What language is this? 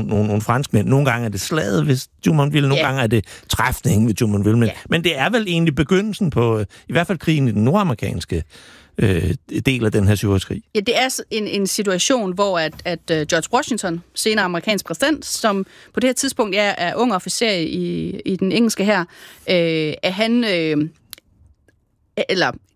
Danish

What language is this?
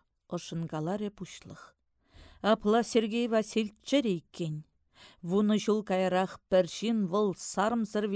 Chuvash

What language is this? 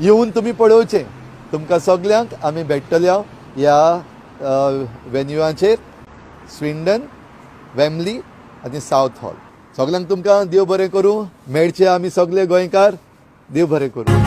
Konkani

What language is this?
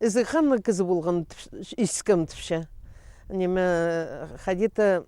Khakas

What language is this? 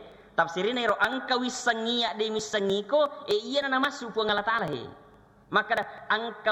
Buginese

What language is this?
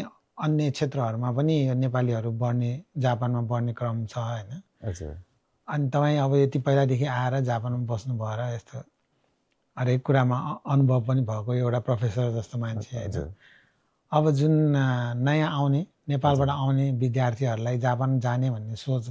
Nepali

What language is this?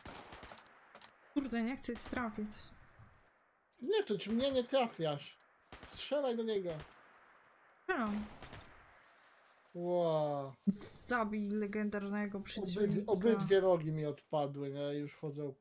Polish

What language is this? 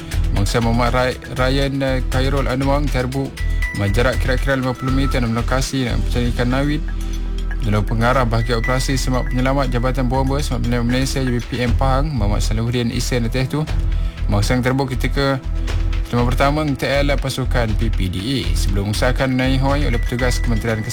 Malay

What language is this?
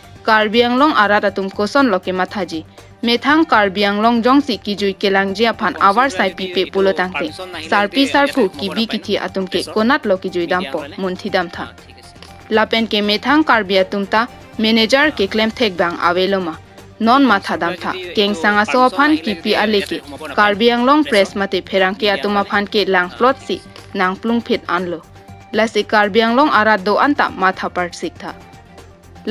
Karbi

